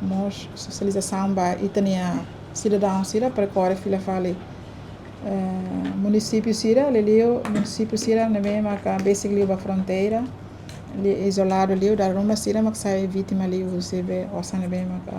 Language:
Tetum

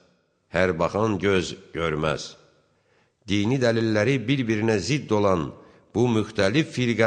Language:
Azerbaijani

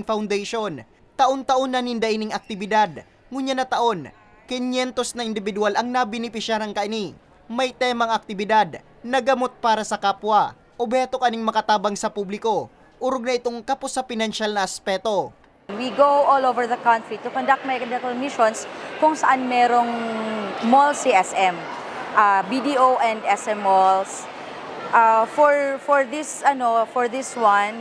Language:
Bikol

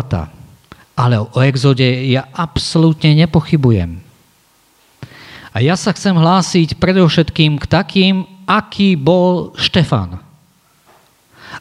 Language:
Slovak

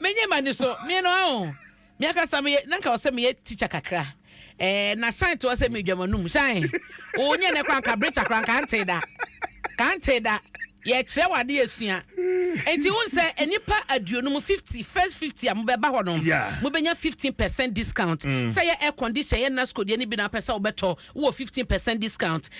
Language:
Akan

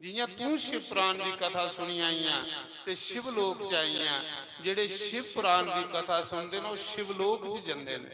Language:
Dogri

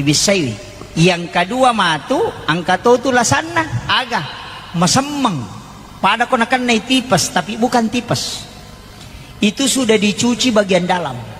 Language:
Buginese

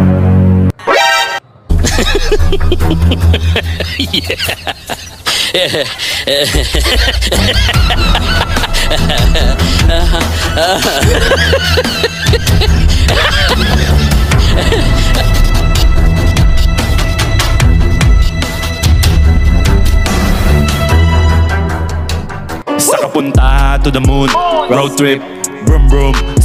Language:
Filipino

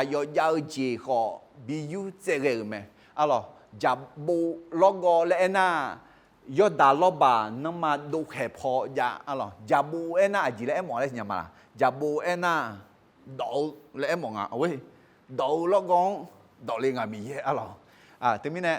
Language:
Akha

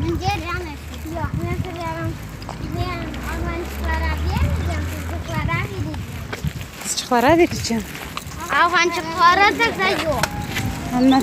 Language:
Crimean Tatar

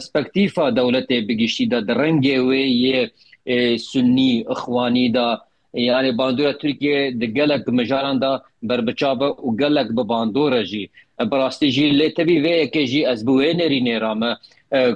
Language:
Kurdish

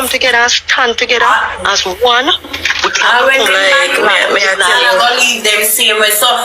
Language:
Jamaican Creole English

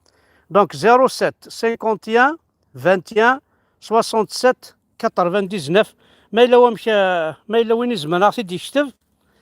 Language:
Kabyle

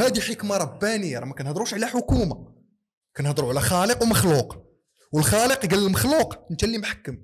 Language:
Moroccan Arabic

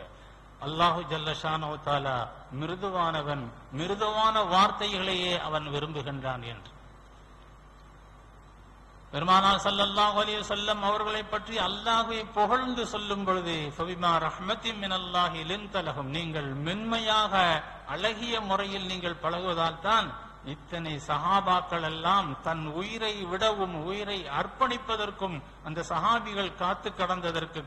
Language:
Tamil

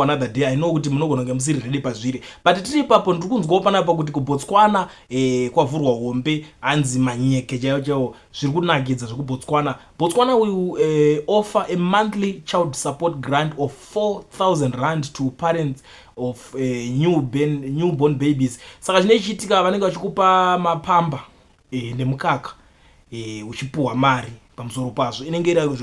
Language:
Shona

